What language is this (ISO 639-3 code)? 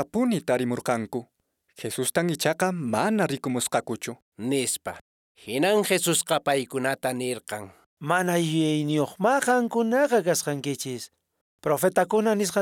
que